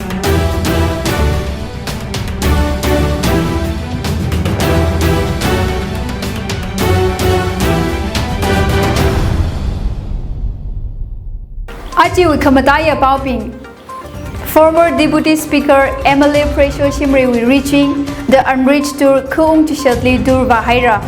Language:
Tangkhul Naga (India)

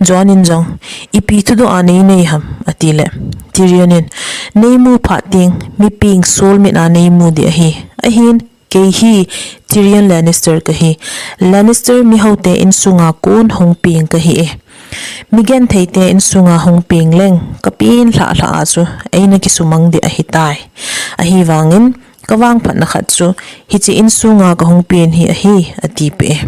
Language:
Thado Chin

